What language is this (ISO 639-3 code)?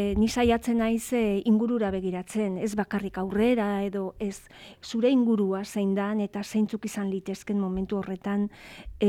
eus